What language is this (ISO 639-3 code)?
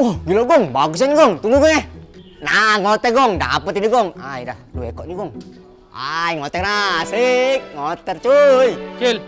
mui